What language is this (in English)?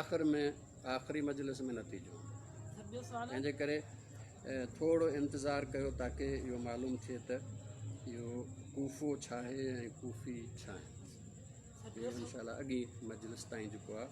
Sindhi